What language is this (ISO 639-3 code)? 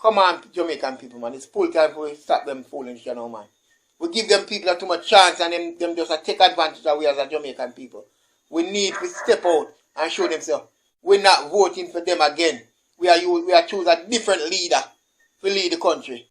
jam